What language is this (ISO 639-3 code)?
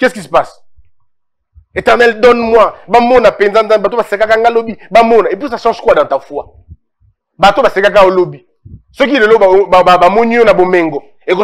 fra